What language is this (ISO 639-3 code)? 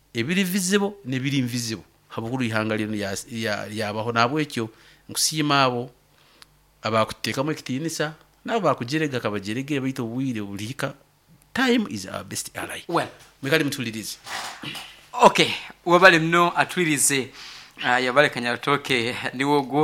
nyn